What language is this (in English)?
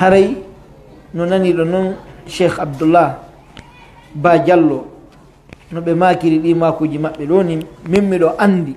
Pular